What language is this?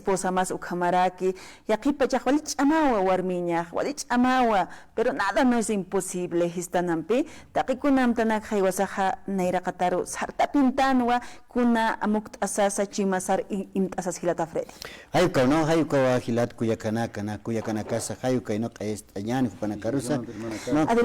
Aymara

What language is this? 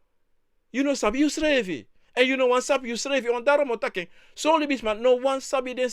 Sranan Tongo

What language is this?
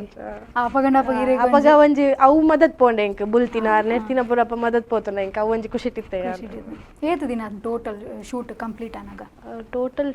Tulu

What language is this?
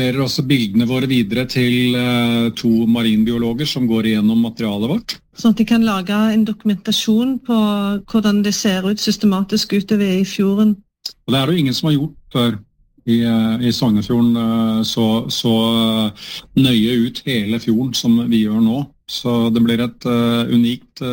Norwegian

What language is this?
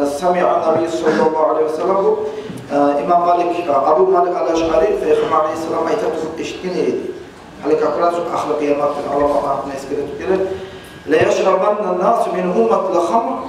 Kumyk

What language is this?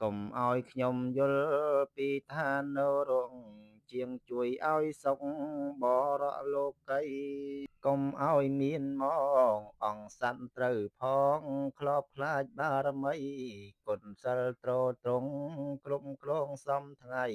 Khmer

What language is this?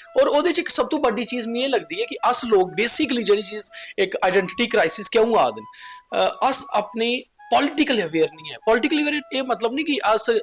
Dogri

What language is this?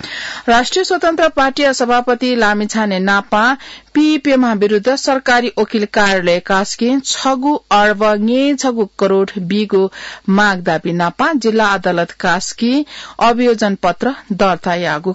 Newari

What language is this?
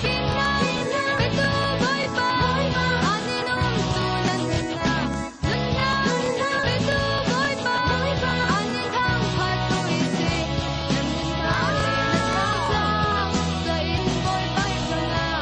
Falam Chin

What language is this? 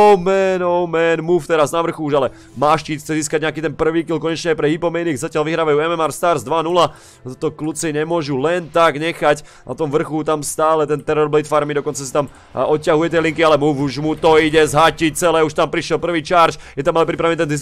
Slovak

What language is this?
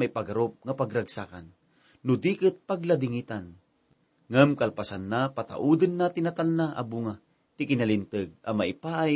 Iloko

